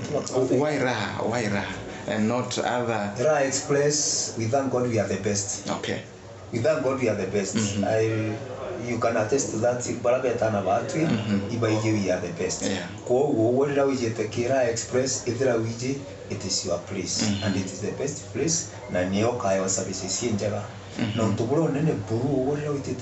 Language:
Meru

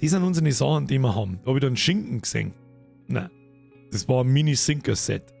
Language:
Bavarian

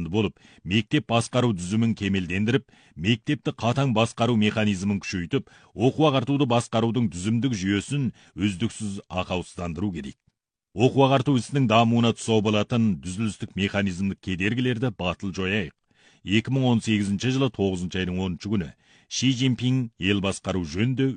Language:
Kazakh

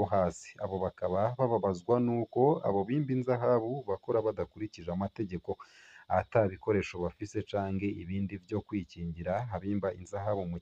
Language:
Rundi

